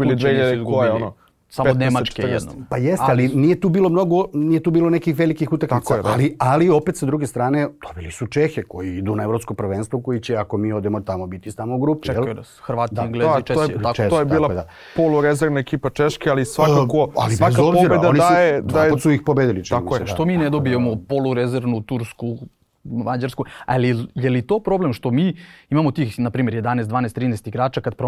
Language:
Serbian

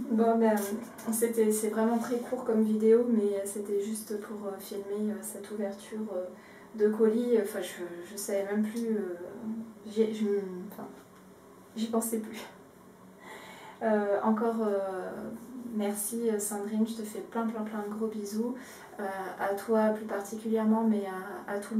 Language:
French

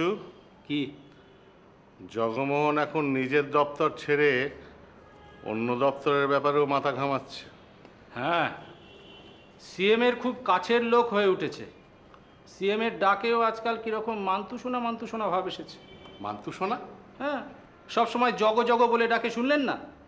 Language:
Bangla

